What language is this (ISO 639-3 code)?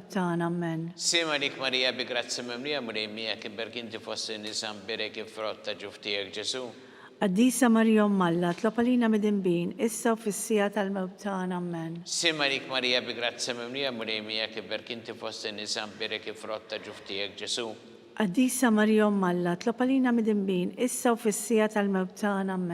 mlt